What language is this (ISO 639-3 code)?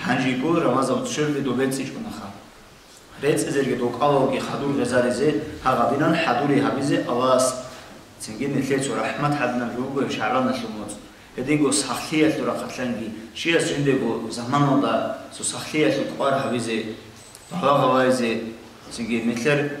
ava